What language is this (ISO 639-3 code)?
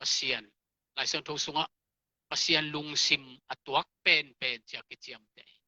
ctd